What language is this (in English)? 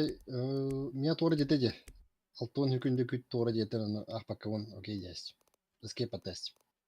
Yakut